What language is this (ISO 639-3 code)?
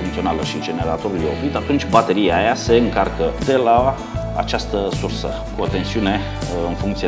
ron